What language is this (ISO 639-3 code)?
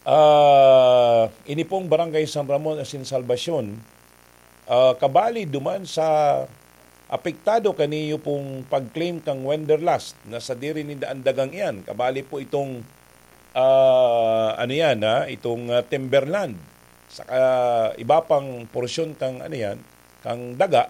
bik